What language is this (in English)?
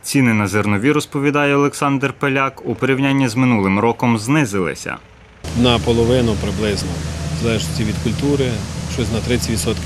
Ukrainian